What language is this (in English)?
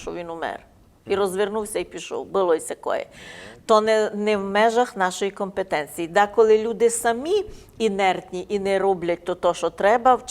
Rusyn